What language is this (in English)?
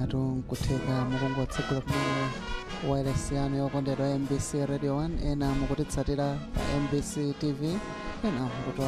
Nyanja